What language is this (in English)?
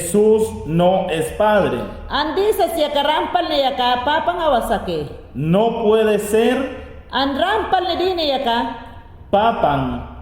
Mayangna